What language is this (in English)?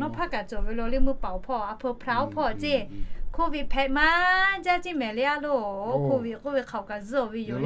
Lahu